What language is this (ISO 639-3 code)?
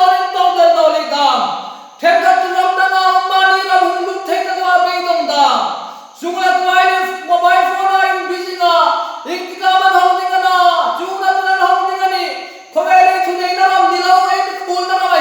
hmr